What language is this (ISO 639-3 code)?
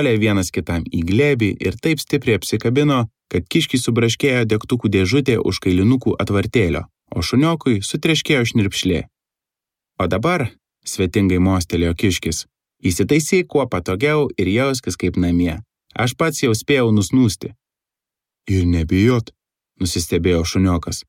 lit